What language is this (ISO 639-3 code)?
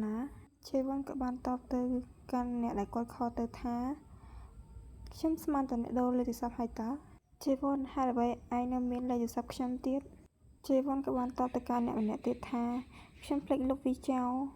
khm